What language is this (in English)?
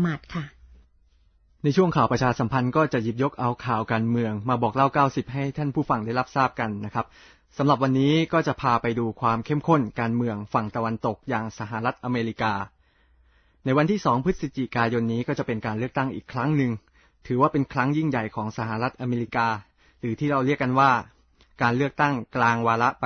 Thai